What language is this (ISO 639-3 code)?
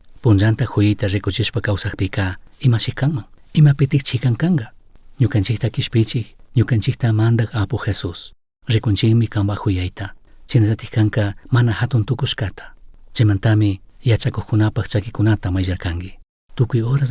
qug